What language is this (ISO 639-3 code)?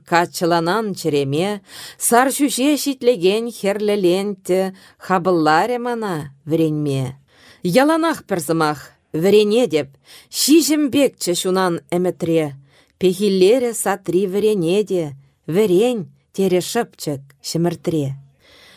chv